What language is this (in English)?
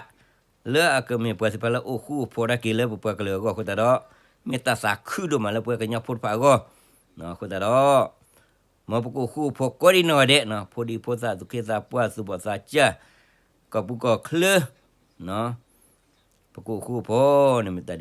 S'gaw Karen